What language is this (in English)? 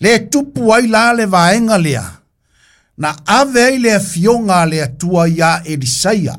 Samoan